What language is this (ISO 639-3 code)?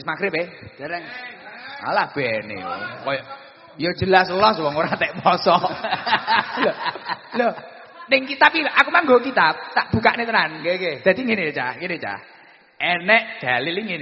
jav